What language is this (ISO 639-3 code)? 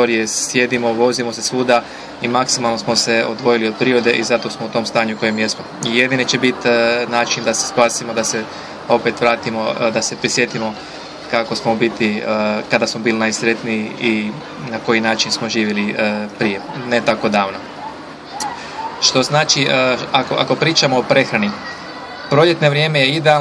hrv